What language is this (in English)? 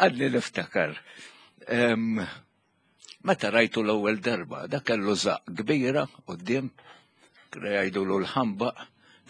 Maltese